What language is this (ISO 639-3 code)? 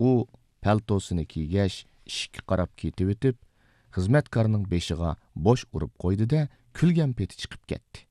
uig